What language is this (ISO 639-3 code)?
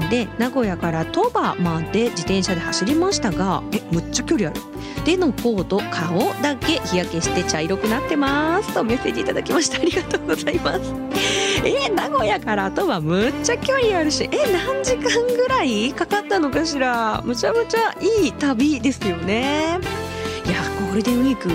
jpn